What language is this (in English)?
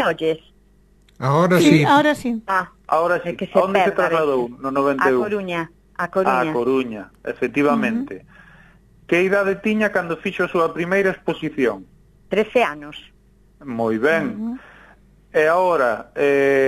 Galician